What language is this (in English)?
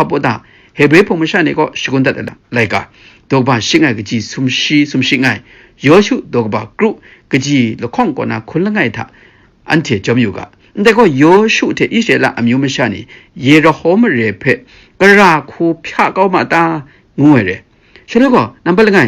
Kachin